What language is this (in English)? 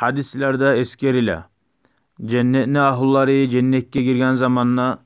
Kumyk